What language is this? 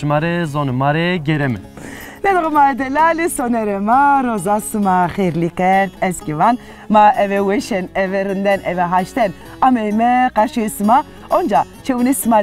Zaza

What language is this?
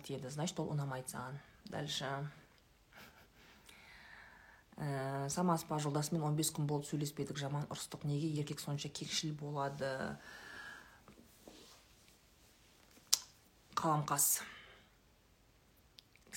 Kazakh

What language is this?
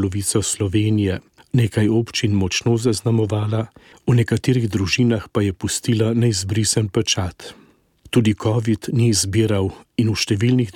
Slovenian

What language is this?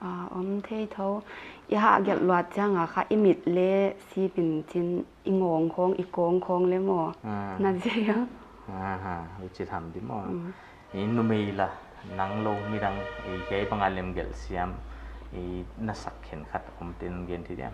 Paite Chin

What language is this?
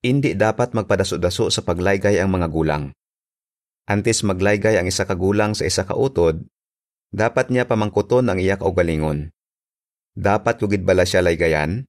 Hiligaynon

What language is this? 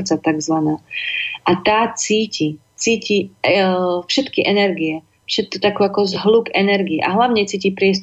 Slovak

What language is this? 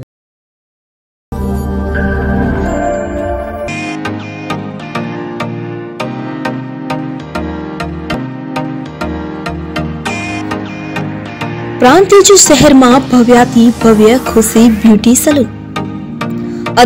Gujarati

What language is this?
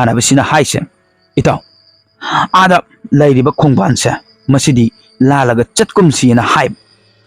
Manipuri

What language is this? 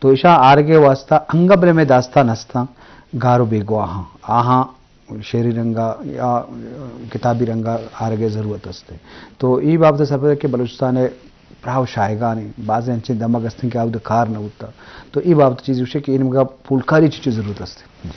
Eastern Balochi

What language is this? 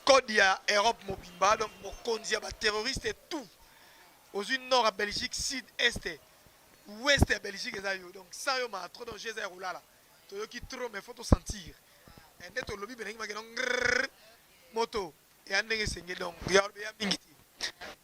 Lingala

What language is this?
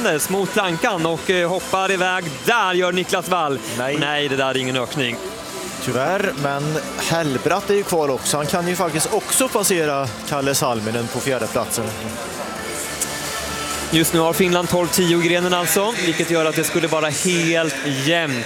Swedish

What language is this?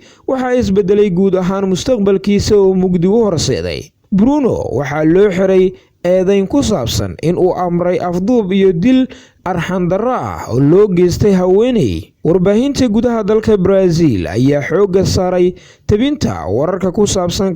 Somali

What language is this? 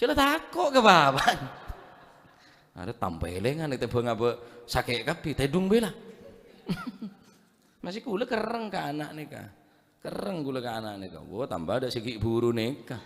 Madurese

